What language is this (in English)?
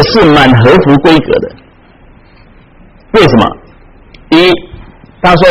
Chinese